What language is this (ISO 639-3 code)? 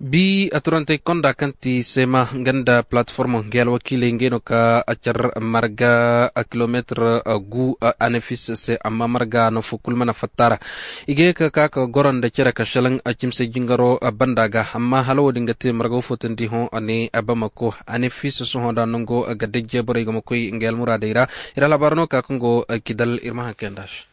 ses